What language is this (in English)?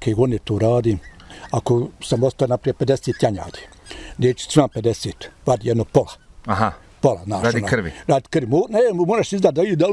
Bosnian